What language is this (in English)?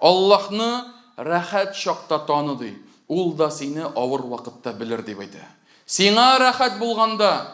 Tatar